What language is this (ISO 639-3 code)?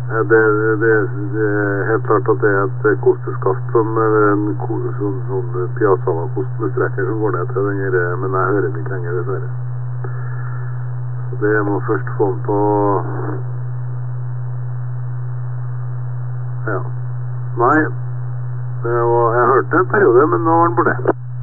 nor